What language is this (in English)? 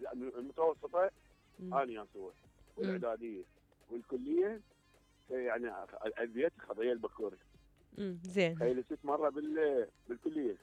Mesopotamian Arabic